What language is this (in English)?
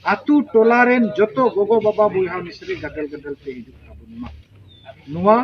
Santali